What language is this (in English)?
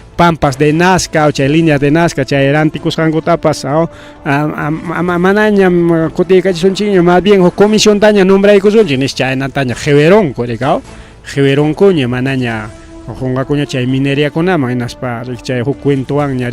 Ayacucho Quechua